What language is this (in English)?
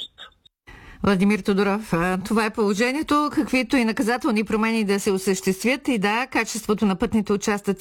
Bulgarian